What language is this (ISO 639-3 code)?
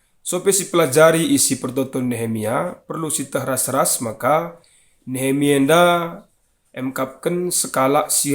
btx